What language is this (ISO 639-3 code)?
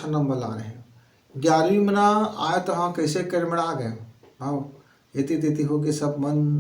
hne